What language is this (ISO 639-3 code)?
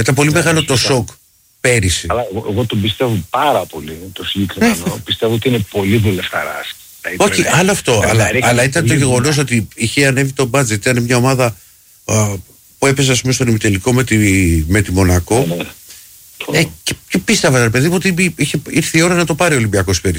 ell